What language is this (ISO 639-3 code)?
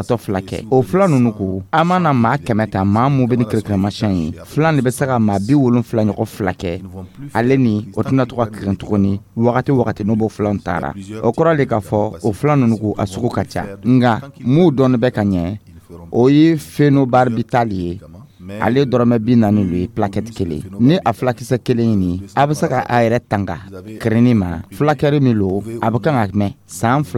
dyu